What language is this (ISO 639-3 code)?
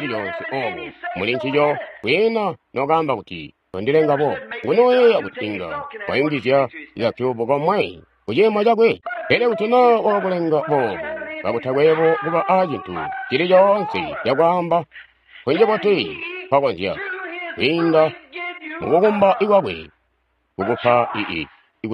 toi